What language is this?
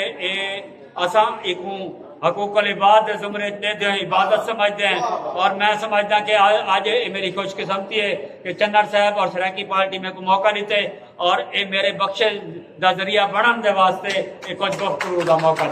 Saraiki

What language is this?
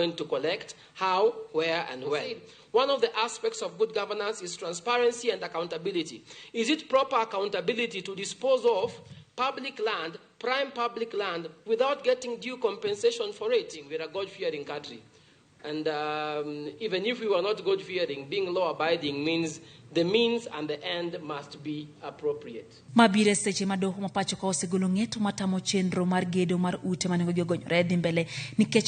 Luo (Kenya and Tanzania)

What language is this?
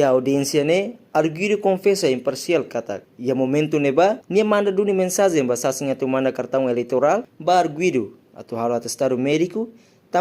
Tetum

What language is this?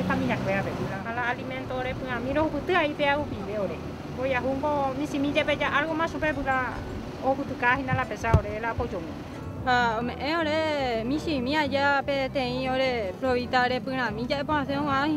Guarani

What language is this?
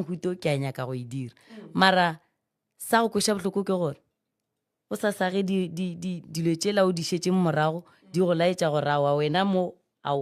Northern Sotho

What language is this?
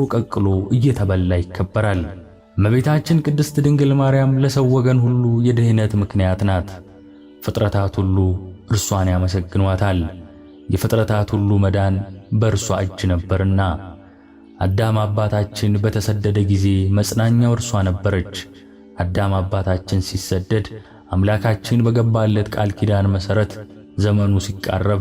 Amharic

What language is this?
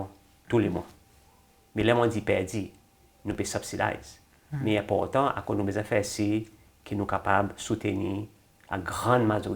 Seselwa Creole French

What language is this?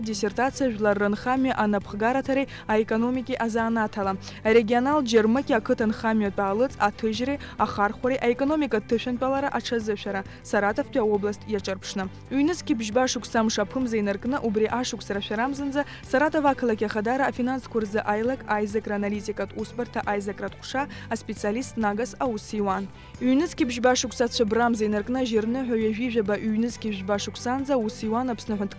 Abkhazian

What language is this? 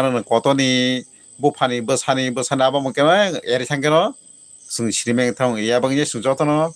Kok Borok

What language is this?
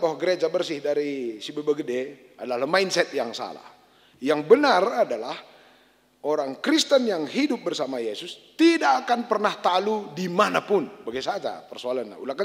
Batak Karo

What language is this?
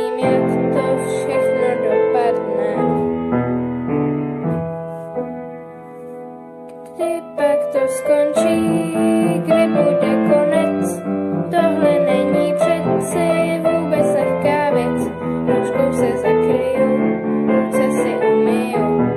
Czech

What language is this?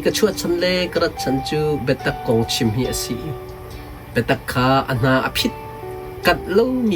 Hakha Chin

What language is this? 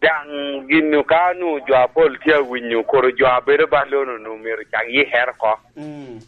Lango (Uganda)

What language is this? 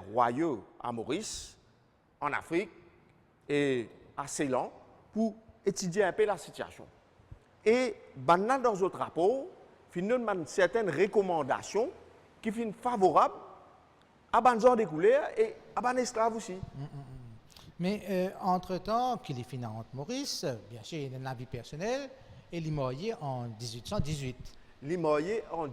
Morisyen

